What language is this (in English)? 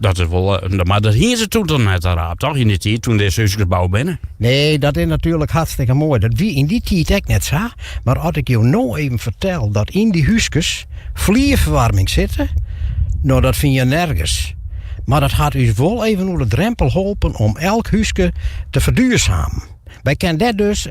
Western Frisian